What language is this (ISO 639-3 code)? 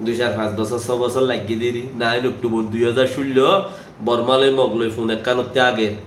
rhg